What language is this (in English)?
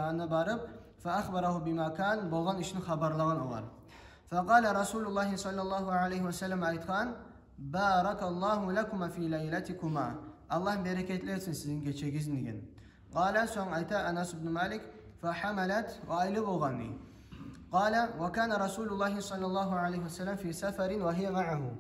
Kumyk